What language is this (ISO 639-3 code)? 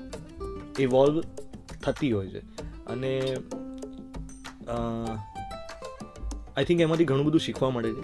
guj